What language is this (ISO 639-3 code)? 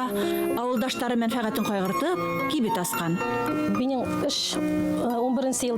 bak